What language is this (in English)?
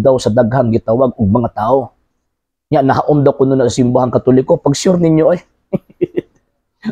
Cebuano